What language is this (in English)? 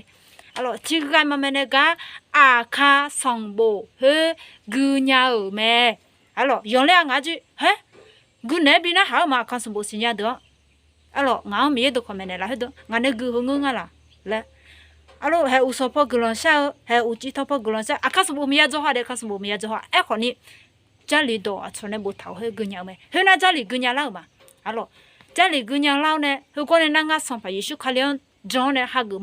Akha